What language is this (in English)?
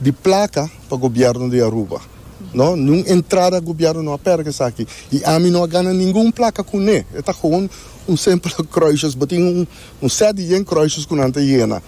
Papiamento